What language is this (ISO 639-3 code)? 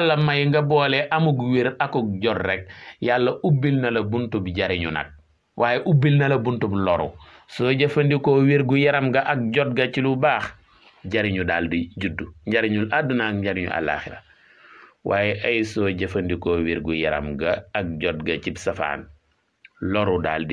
wol